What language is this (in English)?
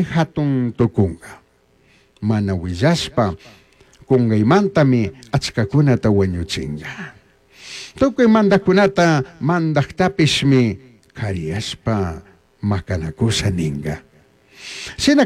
Chimborazo Highland Quichua